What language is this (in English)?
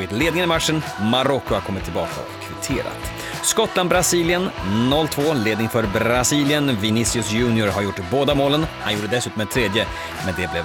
Swedish